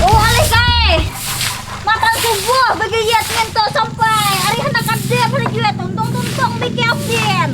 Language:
Banjar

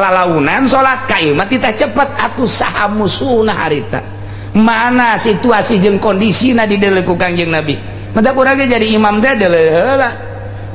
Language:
Sundanese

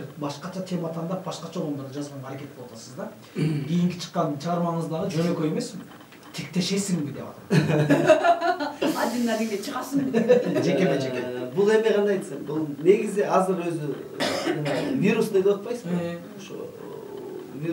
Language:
Kyrgyz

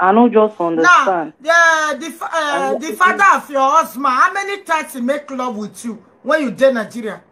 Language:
Nigerian Pidgin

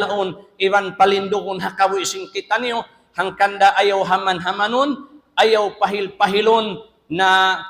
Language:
Tausug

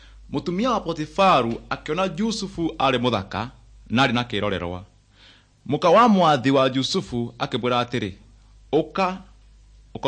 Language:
Kikuyu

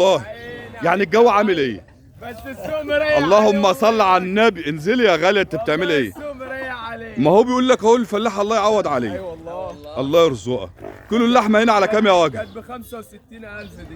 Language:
Egyptian Arabic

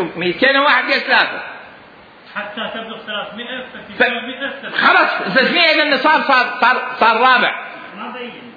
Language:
Mesopotamian Arabic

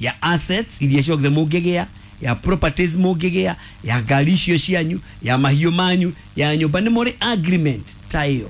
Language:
Kikuyu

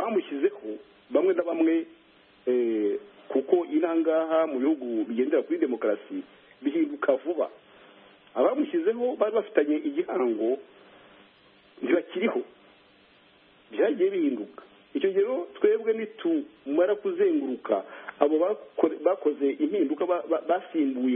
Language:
Kinyarwanda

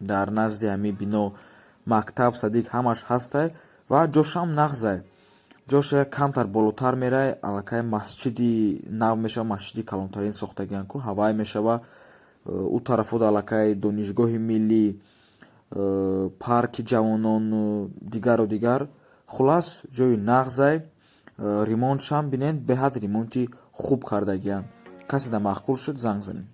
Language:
Tajik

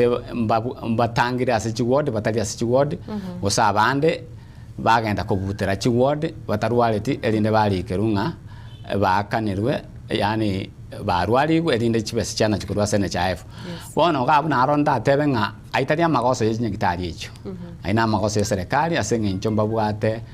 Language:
Gusii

